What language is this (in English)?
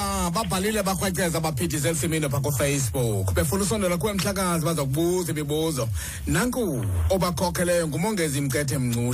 Xhosa